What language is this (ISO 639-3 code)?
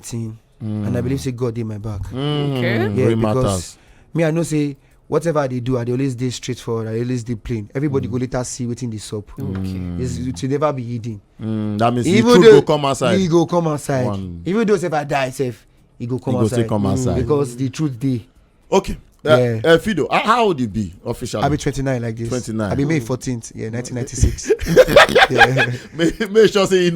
pcm